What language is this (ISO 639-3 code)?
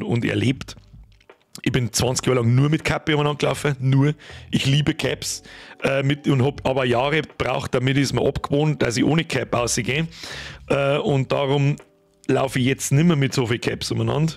bar